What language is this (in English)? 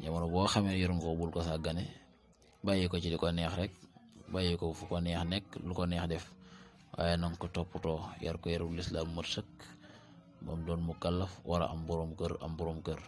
Wolof